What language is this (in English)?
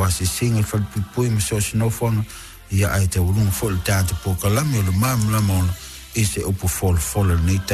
Samoan